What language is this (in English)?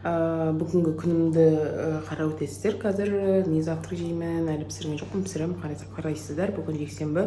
Kazakh